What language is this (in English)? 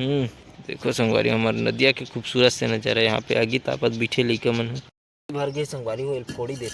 Chhattisgarhi